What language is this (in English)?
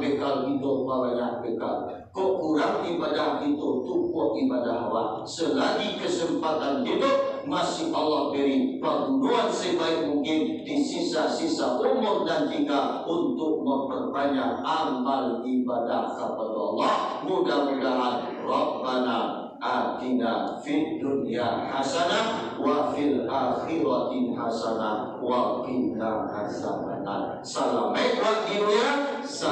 Minangkabau